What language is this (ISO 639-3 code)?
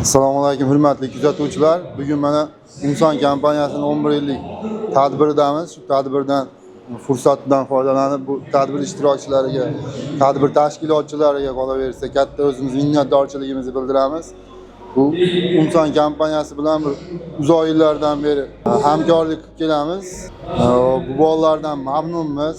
uzb